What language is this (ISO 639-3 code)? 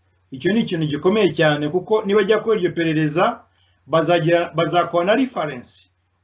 kin